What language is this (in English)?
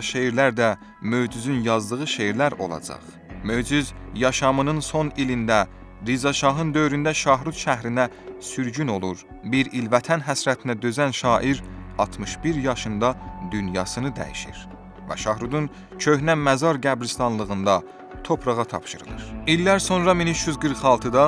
South Azerbaijani